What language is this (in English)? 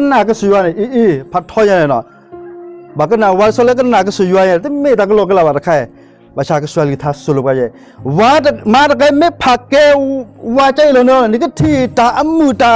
S'gaw Karen